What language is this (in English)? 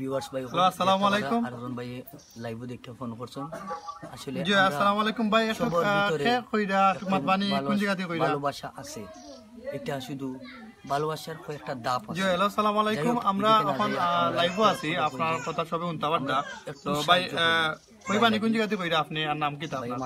Sylheti